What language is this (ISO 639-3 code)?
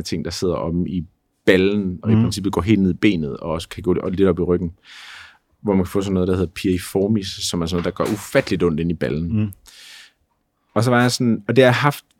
dan